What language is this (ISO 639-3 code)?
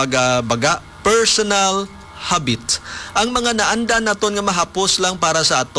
hil